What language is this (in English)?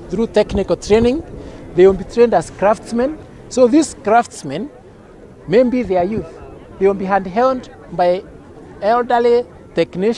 Meru